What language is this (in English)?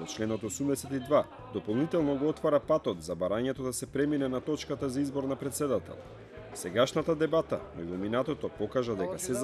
Macedonian